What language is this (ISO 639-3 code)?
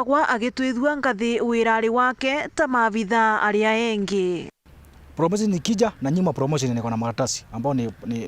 mer